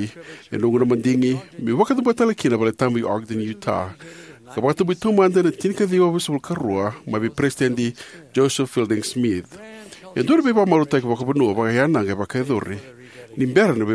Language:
Fijian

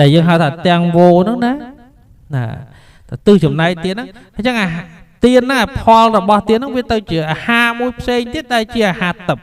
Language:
Khmer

